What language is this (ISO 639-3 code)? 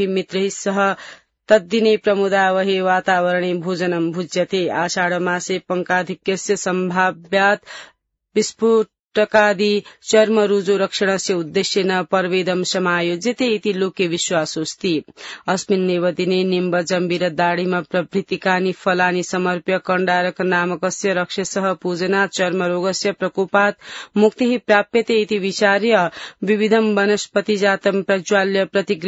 san